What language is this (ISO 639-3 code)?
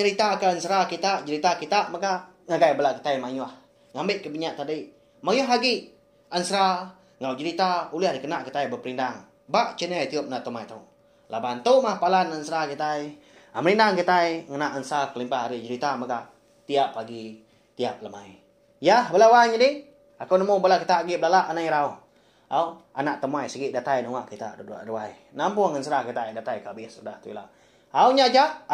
iba